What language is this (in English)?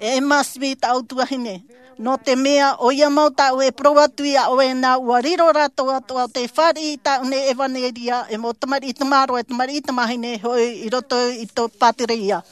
Tahitian